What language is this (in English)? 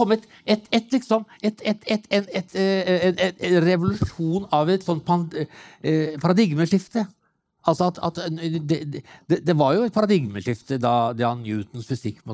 Norwegian